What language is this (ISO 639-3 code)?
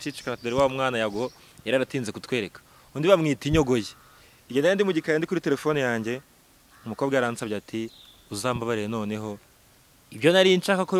kin